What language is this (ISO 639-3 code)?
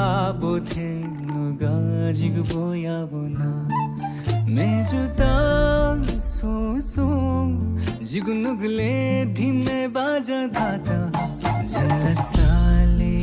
new